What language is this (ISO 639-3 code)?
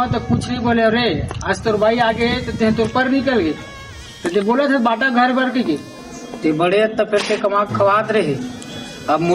hne